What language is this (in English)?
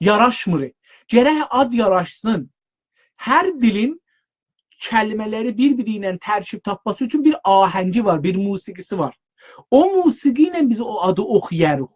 South Azerbaijani